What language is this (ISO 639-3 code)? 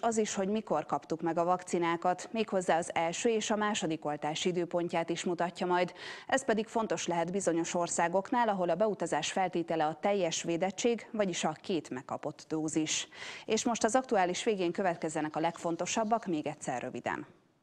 hun